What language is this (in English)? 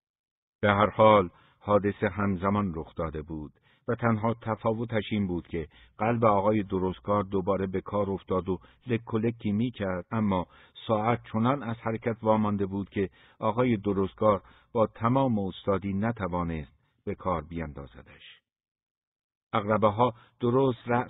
Persian